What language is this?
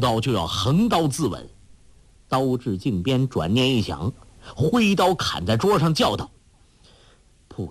Chinese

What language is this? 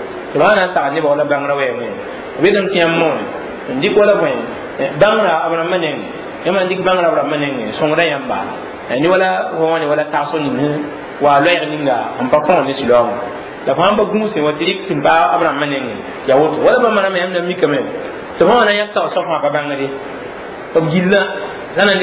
Mossi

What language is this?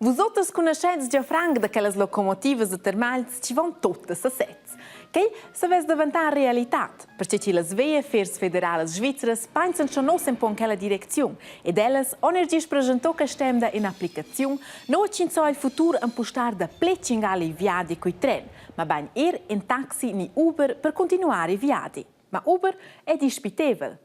Romansh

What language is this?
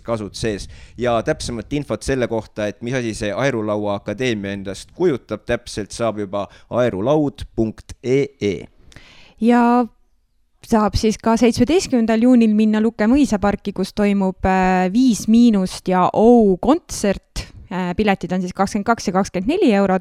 Estonian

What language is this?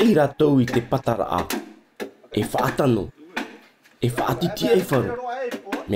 Tahitian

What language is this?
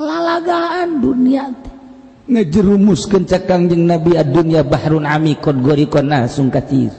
Sundanese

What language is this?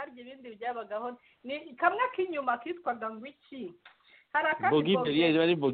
Kinyarwanda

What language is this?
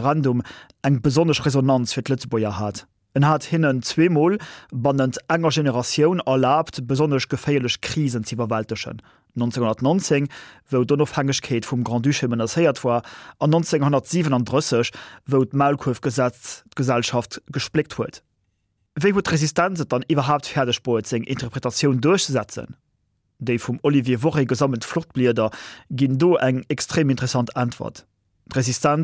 Luxembourgish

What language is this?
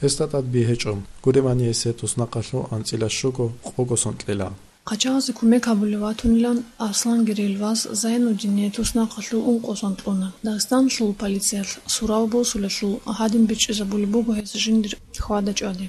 Avaric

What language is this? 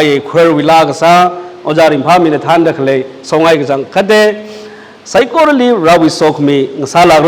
Tangkhul Naga (India)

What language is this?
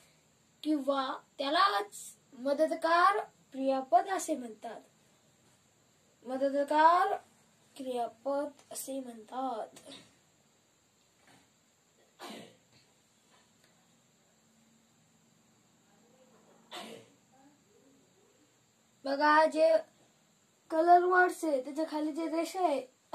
Marathi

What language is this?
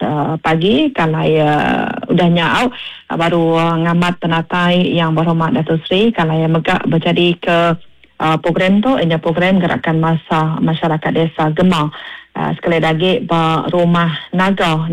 Iban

